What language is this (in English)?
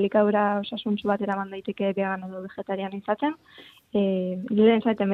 Basque